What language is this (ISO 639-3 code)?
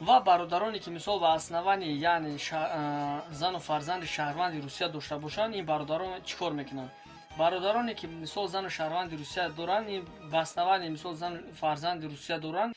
tgk